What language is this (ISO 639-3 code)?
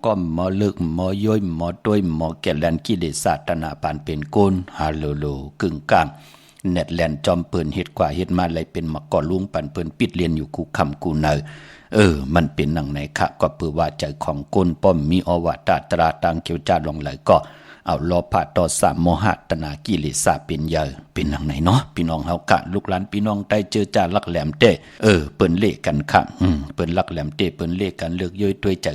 shn